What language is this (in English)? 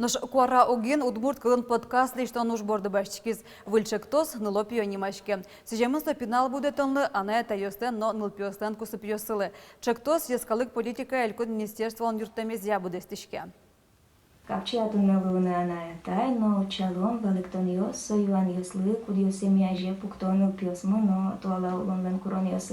Udmurt